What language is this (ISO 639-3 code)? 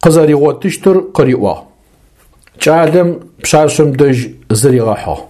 ady